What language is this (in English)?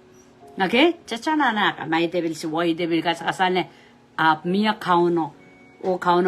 Pohnpeian